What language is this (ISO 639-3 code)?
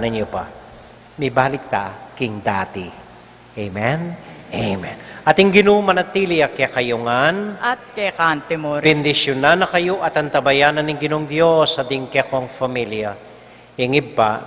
pam